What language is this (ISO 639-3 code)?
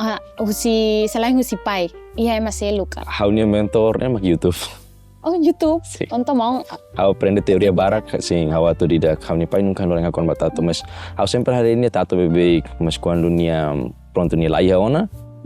tet